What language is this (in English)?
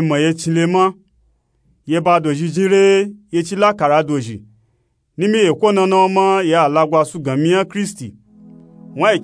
Nupe-Nupe-Tako